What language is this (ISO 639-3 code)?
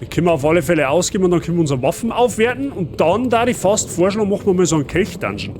bar